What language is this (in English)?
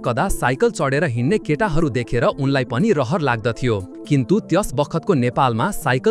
Nepali